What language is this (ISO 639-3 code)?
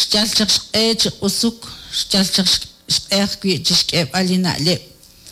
kek